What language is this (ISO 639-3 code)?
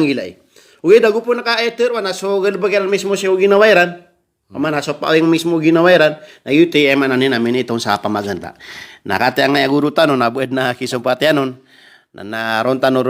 mrw